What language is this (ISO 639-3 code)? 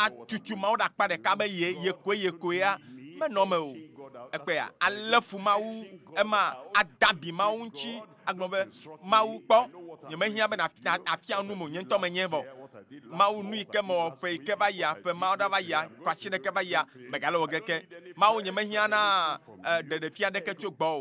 ewe